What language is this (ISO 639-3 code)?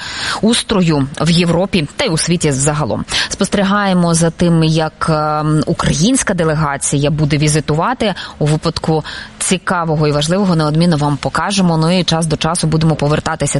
ukr